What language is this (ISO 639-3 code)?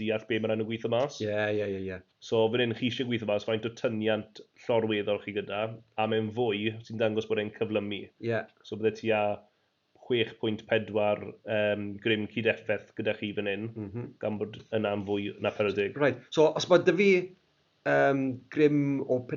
cym